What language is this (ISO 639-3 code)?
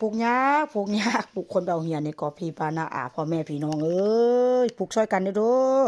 tts